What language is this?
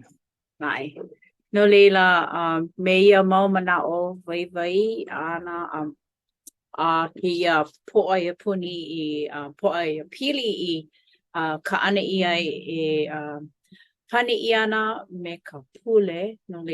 Hawaiian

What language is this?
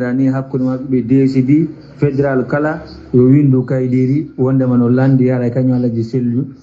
Pular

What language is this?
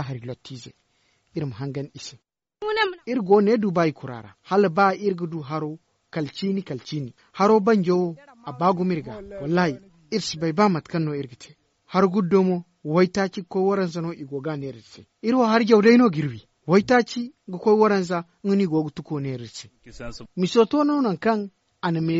Zarma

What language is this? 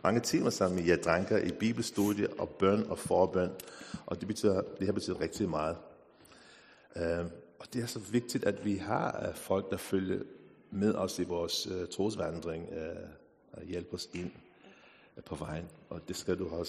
Danish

